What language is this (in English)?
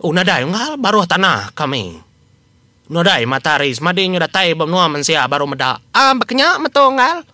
Iban